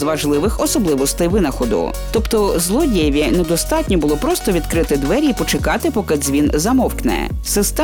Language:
Ukrainian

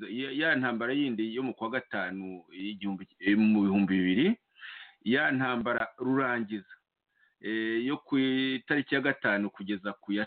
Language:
Kinyarwanda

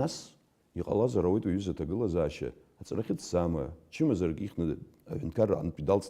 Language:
Abkhazian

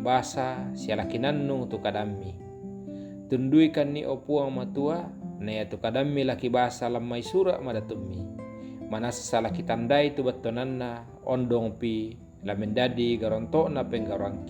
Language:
Toraja-Sa'dan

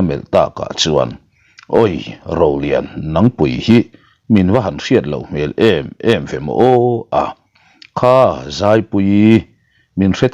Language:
Mizo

